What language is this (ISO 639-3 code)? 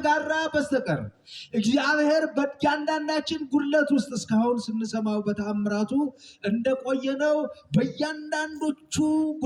amh